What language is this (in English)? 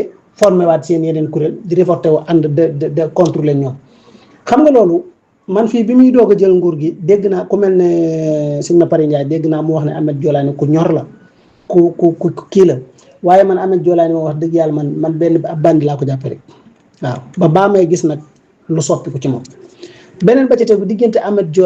Wolof